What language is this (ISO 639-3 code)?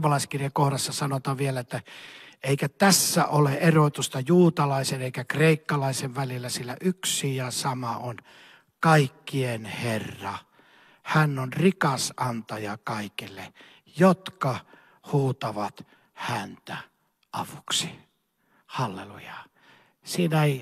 fin